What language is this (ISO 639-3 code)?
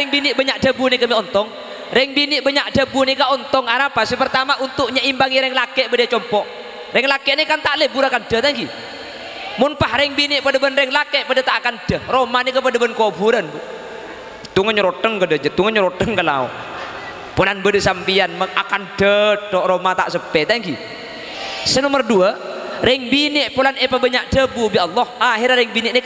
mad